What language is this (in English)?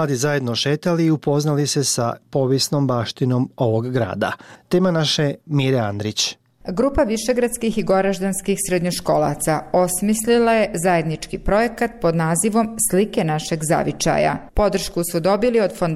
Bosnian